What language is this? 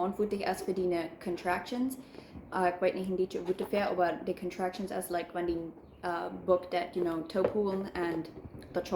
Plautdietsch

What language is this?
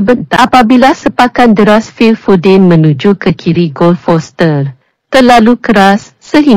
Malay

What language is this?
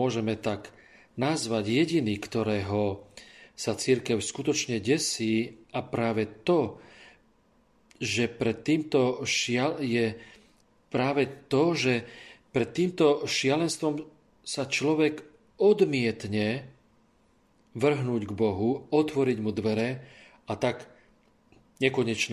Slovak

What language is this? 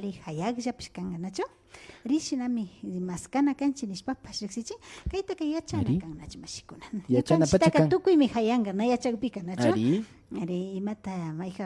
Imbabura Highland Quichua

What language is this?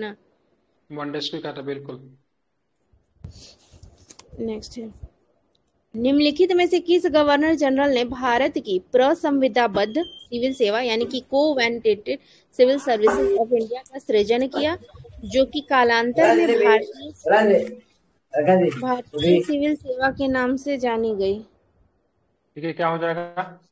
Hindi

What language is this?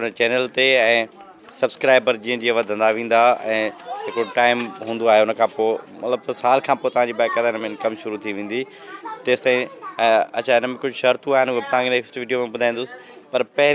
Sindhi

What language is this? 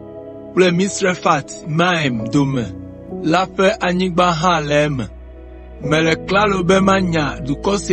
Ewe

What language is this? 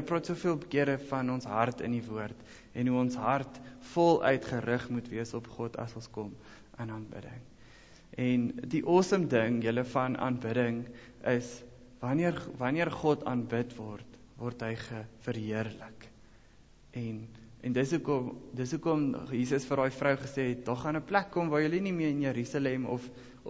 Afrikaans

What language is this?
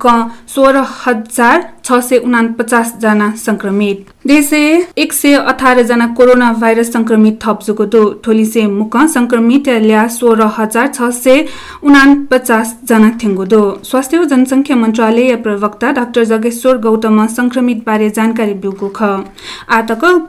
Newari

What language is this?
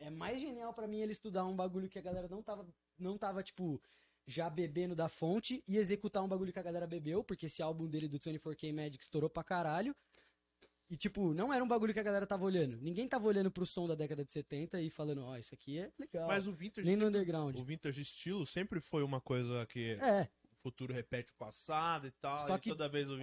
Portuguese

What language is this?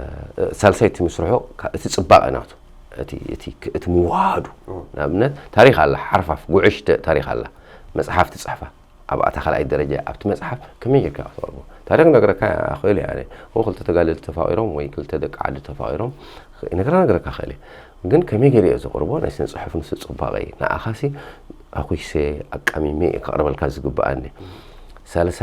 Tigrinya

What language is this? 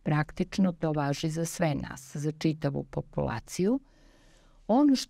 Serbian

